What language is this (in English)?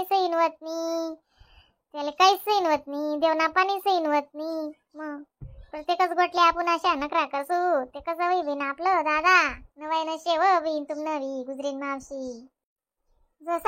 Khandesi